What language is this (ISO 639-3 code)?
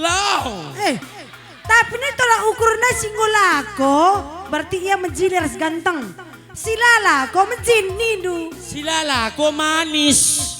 btx